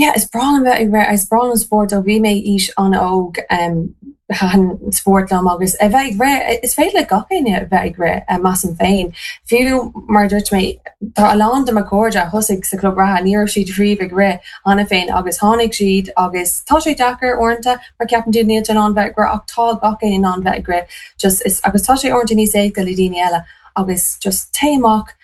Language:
Irish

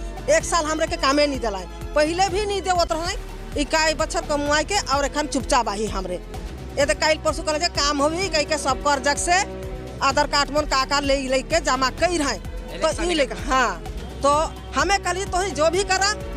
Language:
Sadri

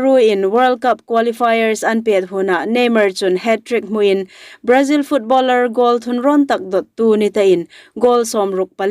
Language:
Hmar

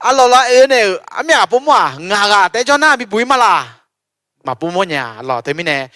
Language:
Akha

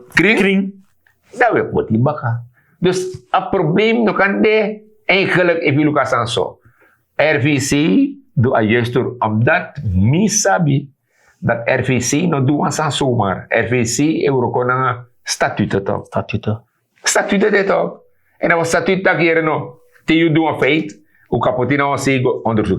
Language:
Sranan Tongo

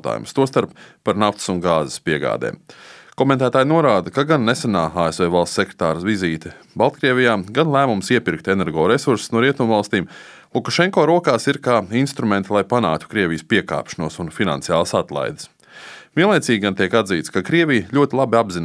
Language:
Latvian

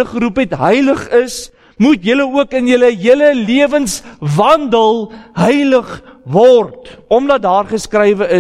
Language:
Afrikaans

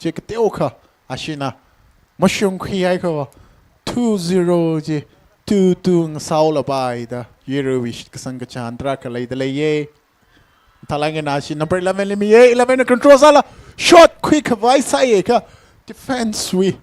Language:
Tangkhul Naga (India)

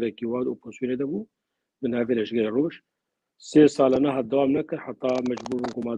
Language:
Kurdish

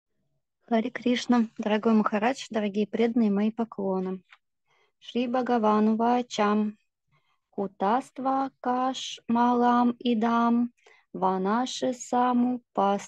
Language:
Russian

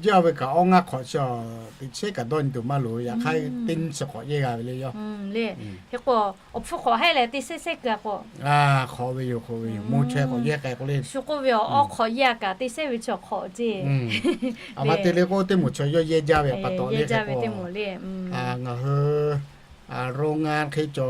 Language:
Lahu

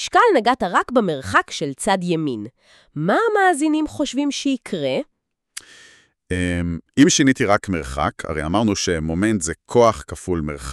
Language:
Hebrew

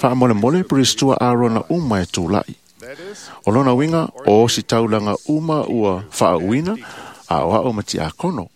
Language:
Samoan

